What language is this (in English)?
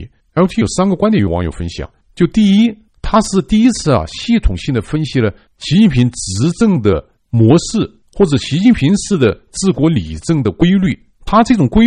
Chinese